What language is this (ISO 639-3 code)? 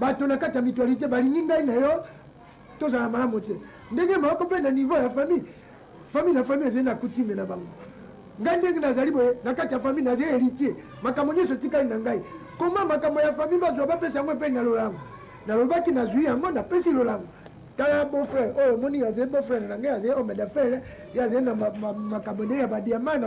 lin